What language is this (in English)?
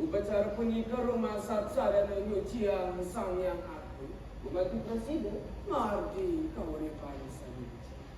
Balinese